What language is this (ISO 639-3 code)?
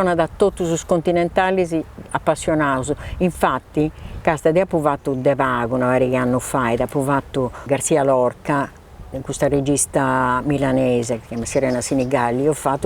srd